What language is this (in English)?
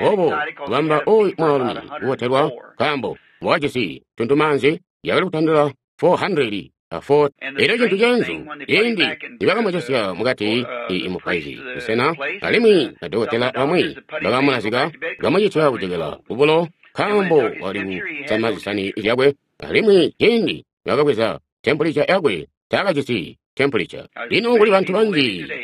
Tonga (Zambia)